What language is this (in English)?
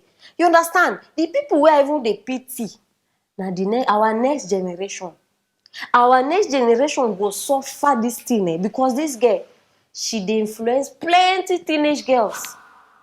Nigerian Pidgin